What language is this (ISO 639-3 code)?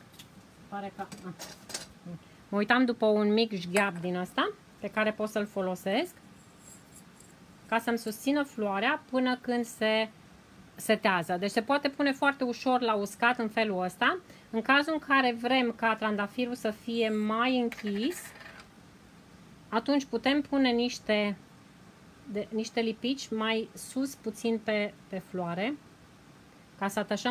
ron